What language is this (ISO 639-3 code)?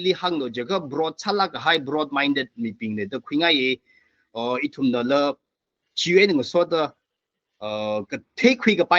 nmf